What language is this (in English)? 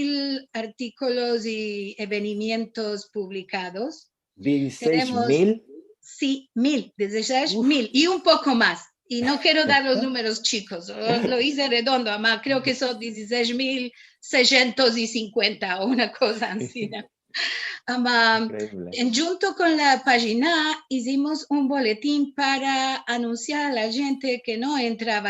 Ladino